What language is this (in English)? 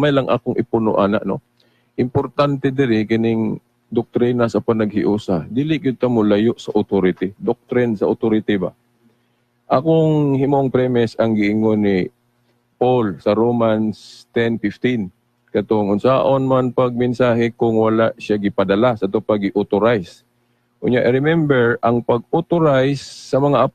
Cebuano